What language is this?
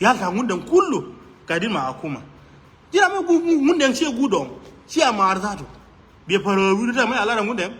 Nuer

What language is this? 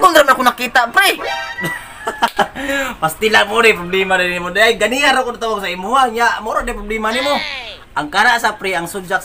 Cebuano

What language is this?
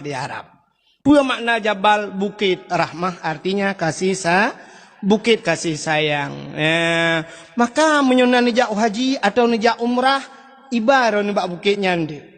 Achinese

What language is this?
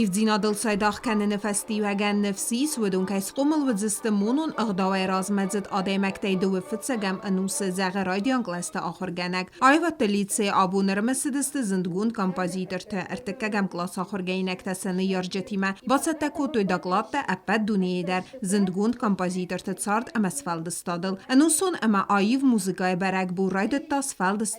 Ossetic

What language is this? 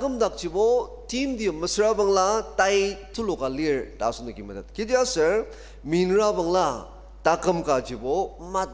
Ao Naga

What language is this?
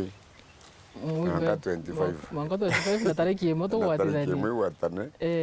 Meru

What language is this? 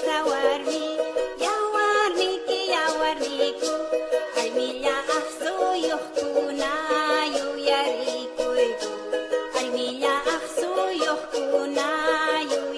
Aymara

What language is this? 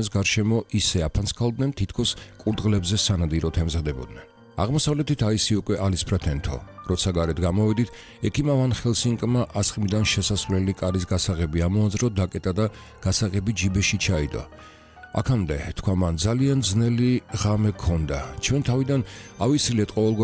Georgian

